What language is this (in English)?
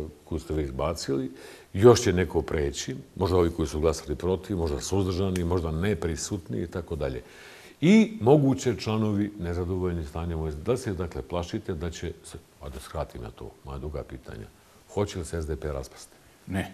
Bosnian